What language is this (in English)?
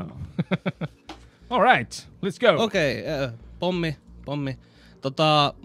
Finnish